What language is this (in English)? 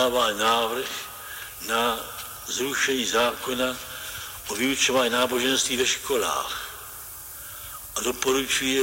Slovak